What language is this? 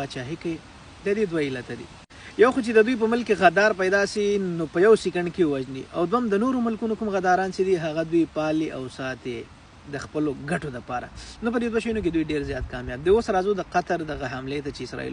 Pashto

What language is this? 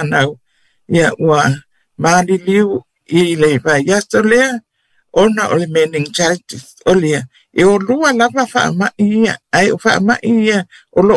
Samoan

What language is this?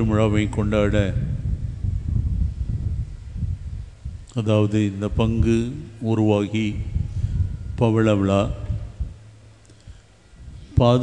Tamil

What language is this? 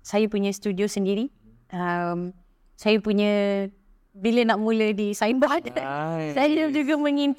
Malay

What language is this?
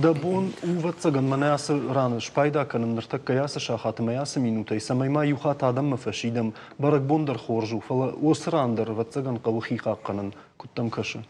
Ossetic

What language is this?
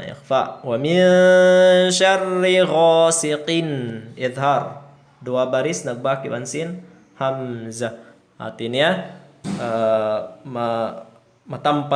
Tausug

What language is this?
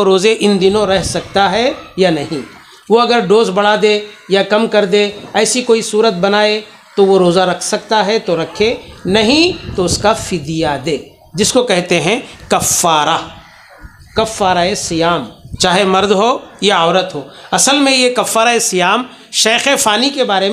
Urdu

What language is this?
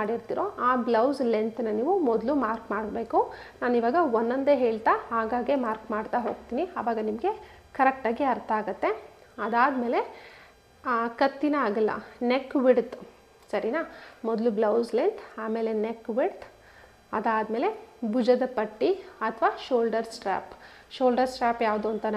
Kannada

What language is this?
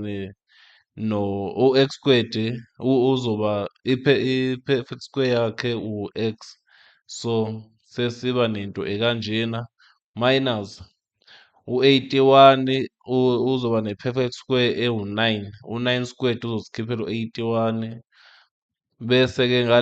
Zulu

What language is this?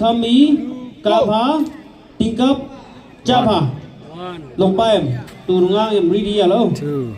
Naga Pidgin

